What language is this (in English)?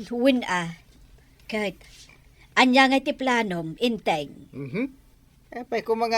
Iloko